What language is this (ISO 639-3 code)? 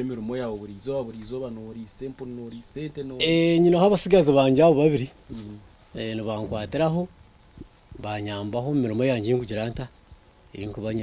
nyn